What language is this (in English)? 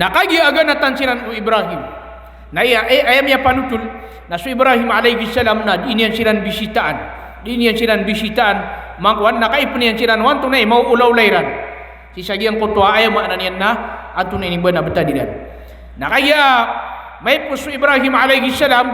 Maranao